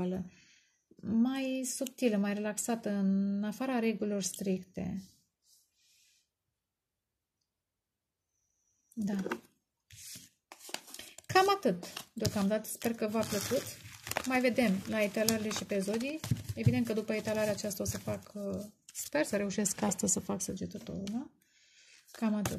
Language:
Romanian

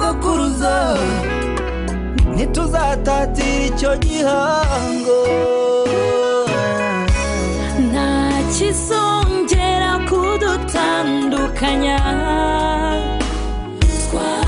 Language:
Kinyarwanda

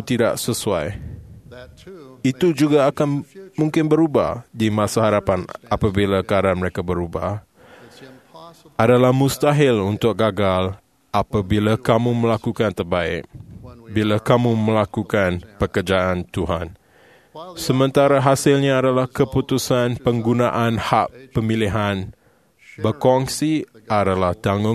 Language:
Malay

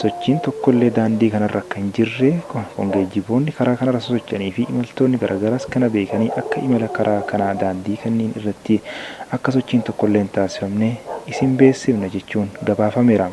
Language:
Oromo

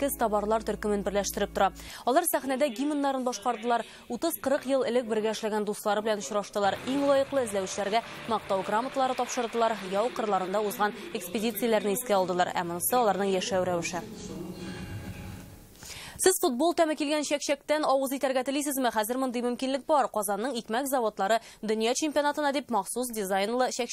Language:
Tatar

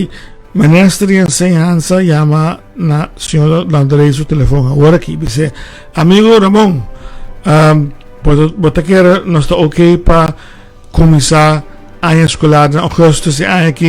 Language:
Papiamento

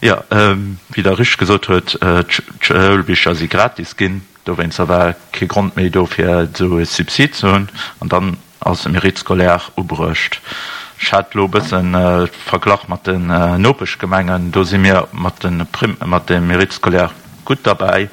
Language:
Luxembourgish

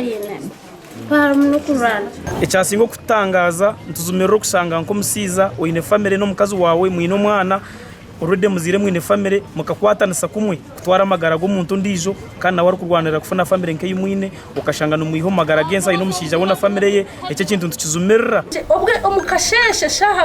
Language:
Nyankole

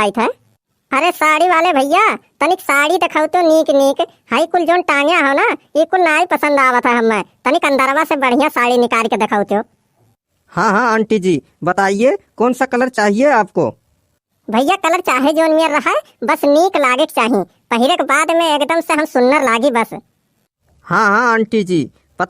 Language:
Awadhi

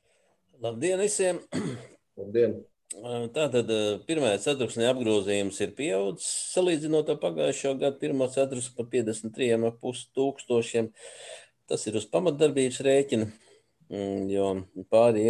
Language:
Latvian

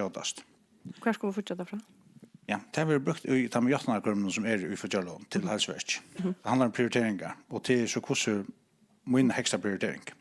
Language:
Faroese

